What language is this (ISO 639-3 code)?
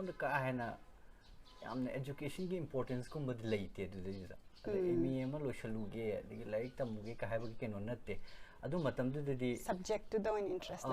mni